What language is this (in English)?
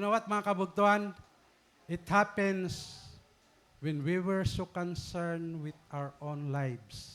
Waray